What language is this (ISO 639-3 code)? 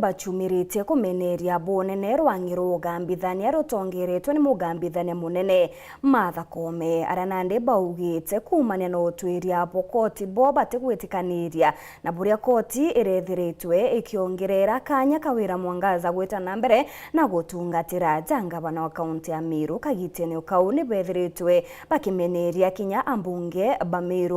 mer